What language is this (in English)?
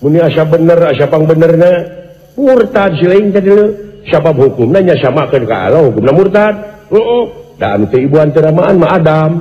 Sundanese